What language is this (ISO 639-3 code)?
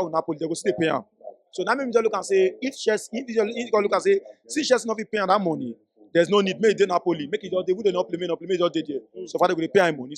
pcm